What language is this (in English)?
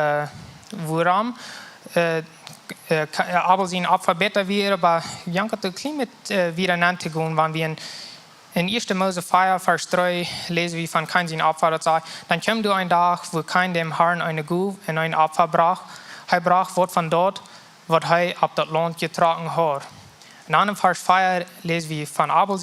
Plautdietsch